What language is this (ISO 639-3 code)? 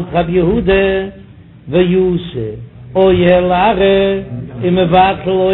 yid